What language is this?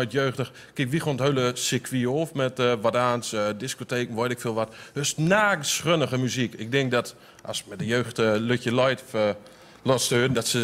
Gronings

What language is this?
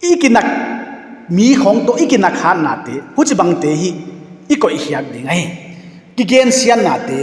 Paite Chin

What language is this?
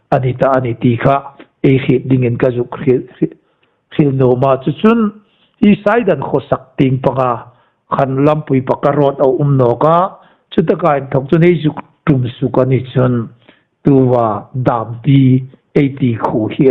Hmar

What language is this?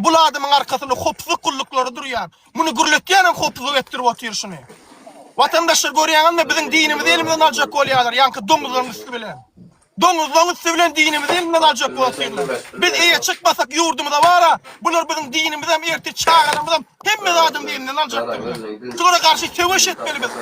Turkmen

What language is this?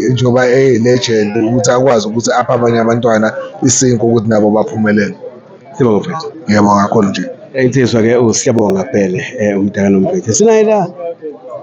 Zulu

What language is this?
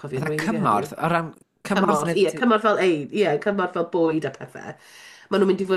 Welsh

